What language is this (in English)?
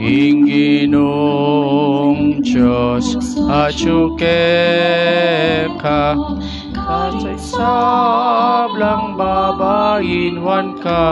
Pampanga